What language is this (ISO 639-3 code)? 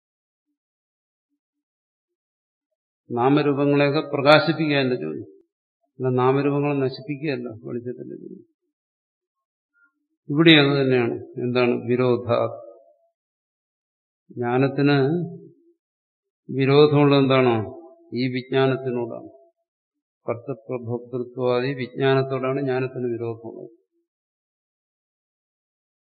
mal